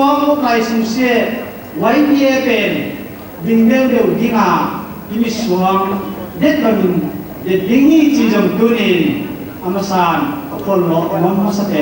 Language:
Paite Chin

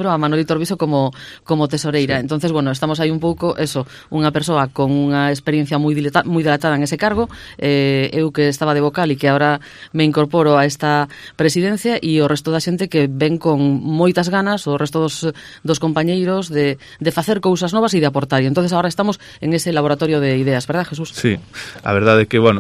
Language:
Galician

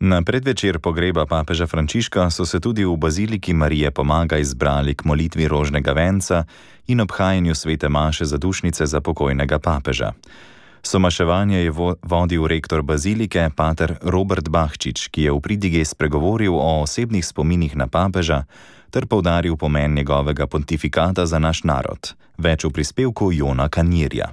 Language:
Slovenian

